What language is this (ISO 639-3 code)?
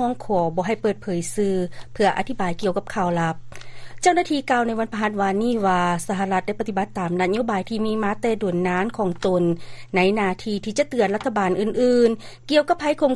lao